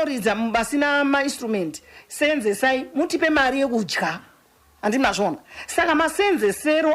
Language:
Shona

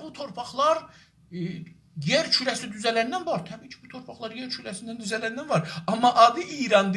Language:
South Azerbaijani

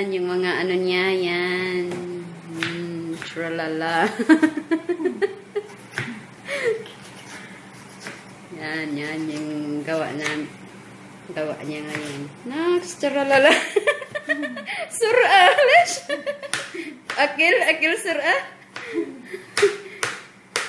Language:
Filipino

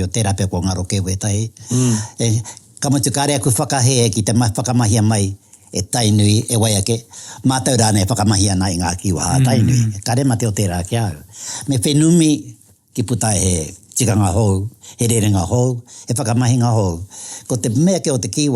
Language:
Māori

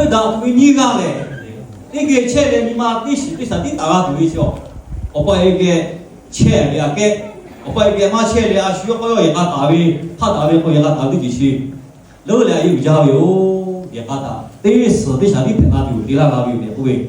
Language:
Lahu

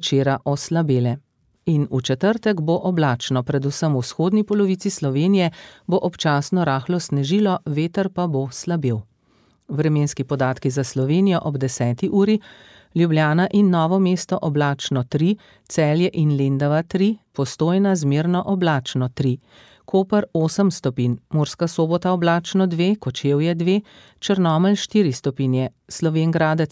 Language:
Slovenian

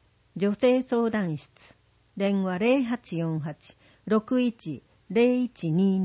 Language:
Japanese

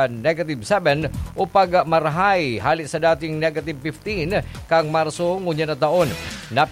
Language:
Bikol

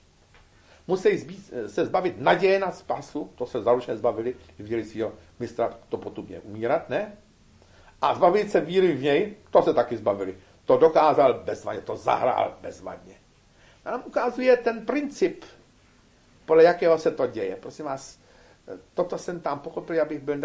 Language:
Czech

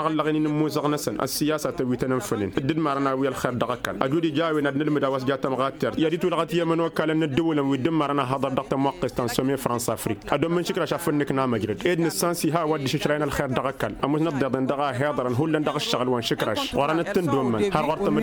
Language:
Tamasheq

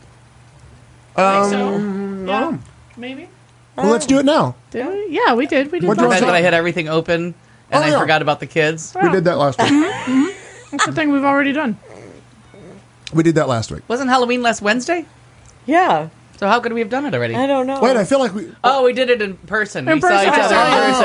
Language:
English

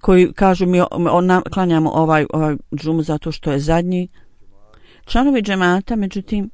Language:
Bosnian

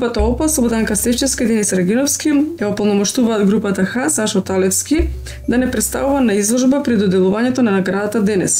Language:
Macedonian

